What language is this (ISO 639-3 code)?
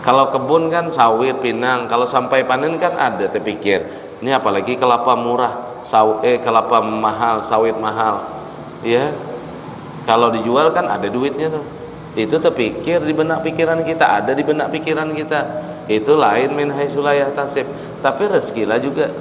bjn